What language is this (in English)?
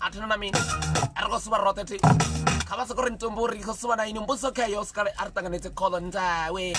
Venda